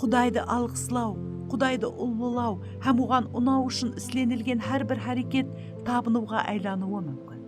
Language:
Kara-Kalpak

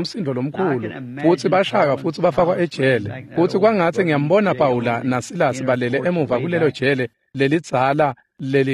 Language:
Swati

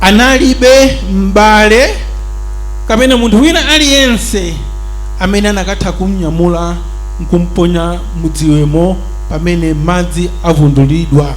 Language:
Nyanja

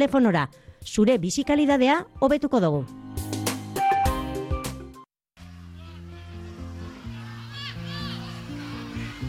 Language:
Basque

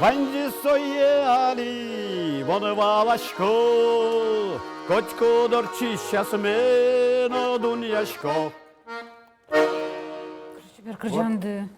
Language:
Udmurt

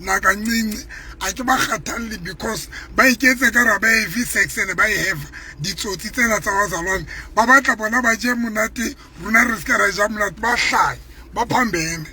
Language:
Southern Sotho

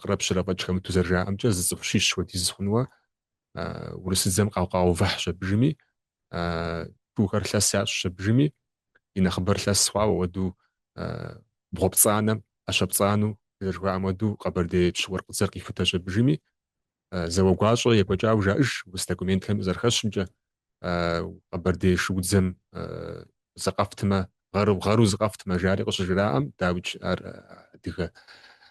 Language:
Kabardian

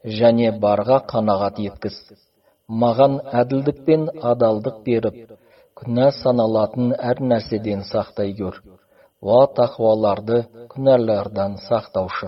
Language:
Kazakh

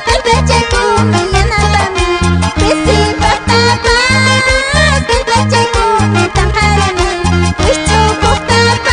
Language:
Quechua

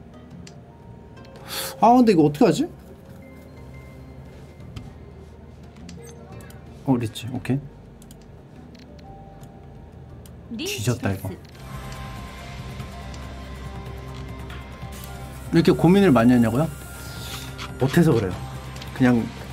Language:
Korean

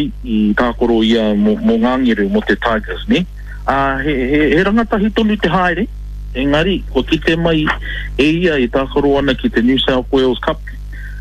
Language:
Māori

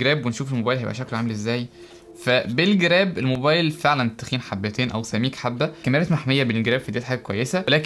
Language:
Egyptian Arabic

